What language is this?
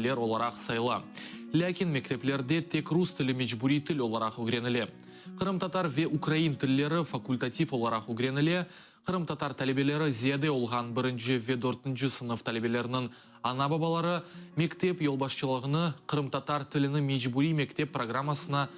Crimean Tatar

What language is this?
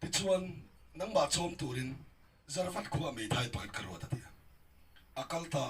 Mizo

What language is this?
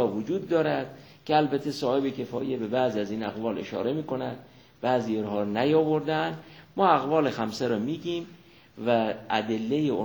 Persian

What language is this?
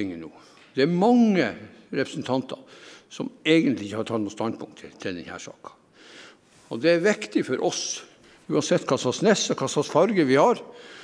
Norwegian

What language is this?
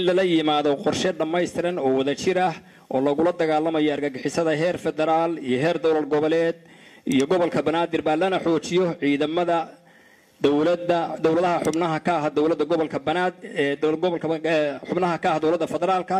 Somali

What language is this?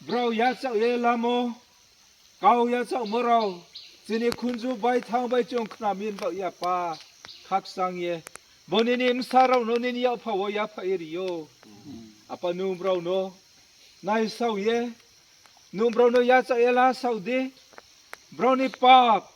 Riang (India)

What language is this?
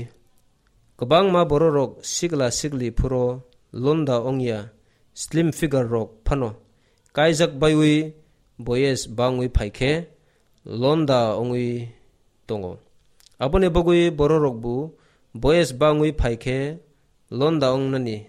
Kok Borok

